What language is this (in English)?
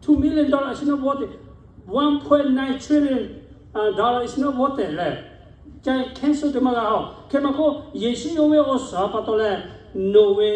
Lahu